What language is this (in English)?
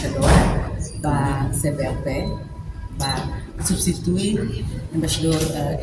Tetum